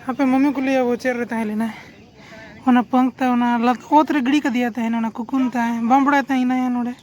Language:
Santali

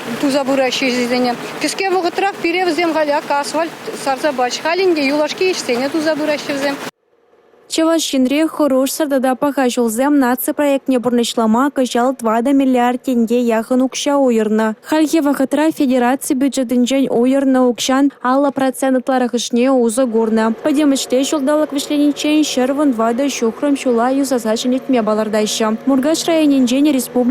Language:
Chuvash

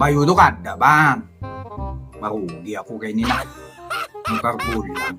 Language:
Banjar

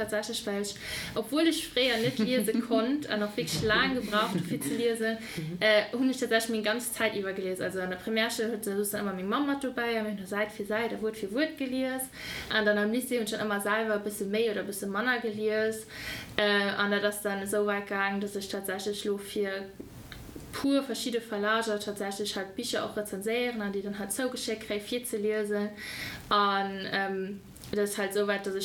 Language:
Luxembourgish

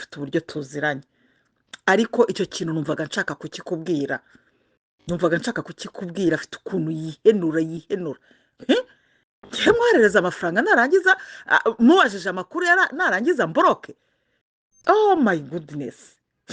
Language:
Kinyarwanda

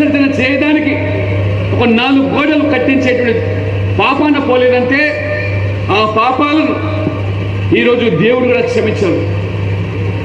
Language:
Telugu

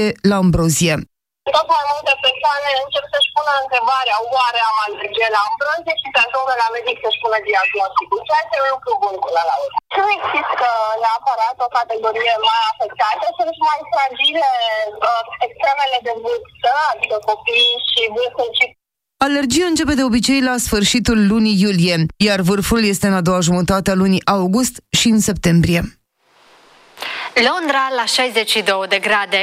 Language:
Romanian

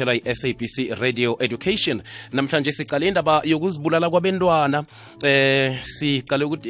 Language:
South Ndebele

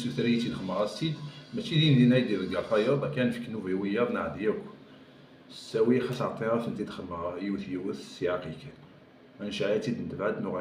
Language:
Kabyle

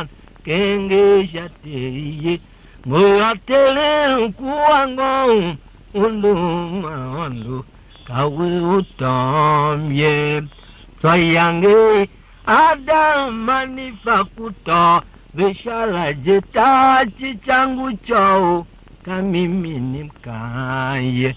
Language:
Tiv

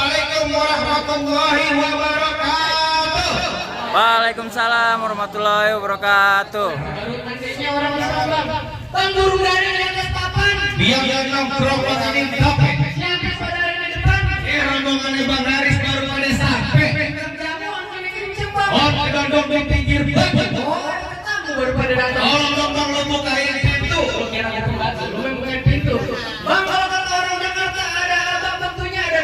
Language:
Betawi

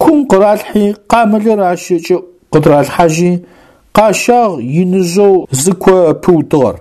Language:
Adyghe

